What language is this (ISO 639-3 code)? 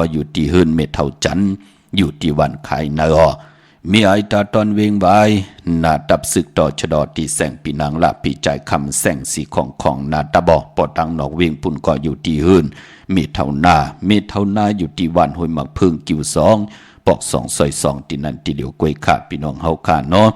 shn